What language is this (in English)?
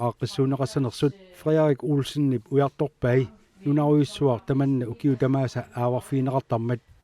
Kalaallisut